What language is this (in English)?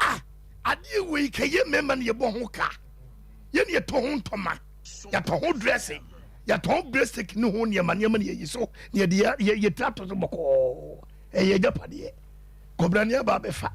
Akan